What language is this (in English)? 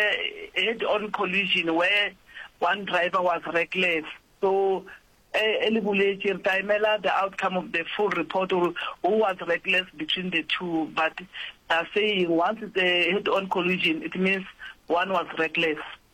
Northern Sotho